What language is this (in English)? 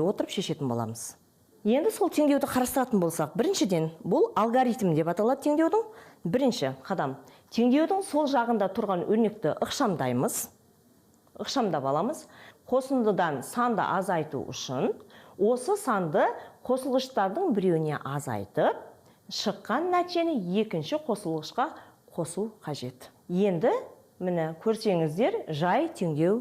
Kazakh